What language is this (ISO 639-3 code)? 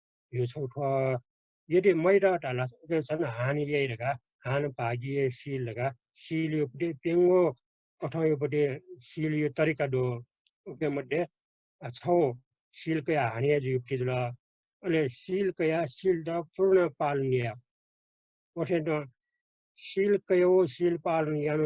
new